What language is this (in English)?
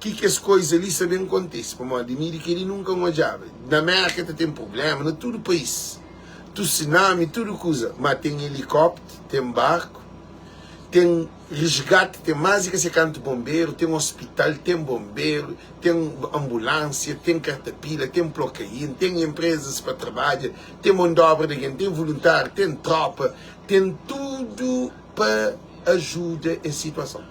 Kabuverdianu